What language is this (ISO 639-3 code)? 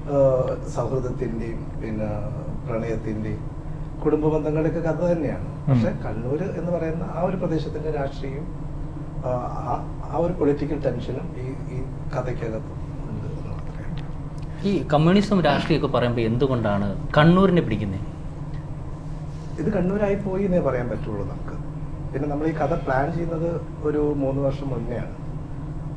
mal